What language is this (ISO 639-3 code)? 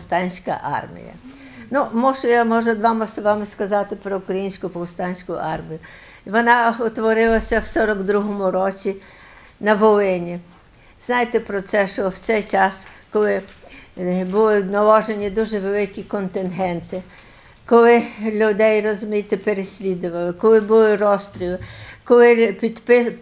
ukr